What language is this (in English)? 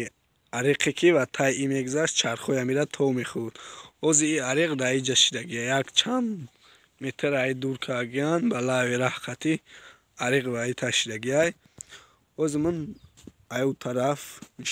Tajik